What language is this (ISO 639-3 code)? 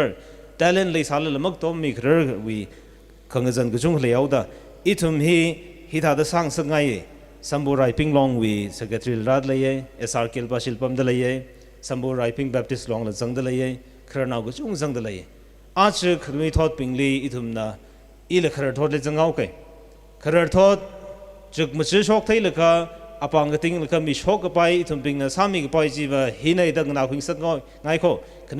nmf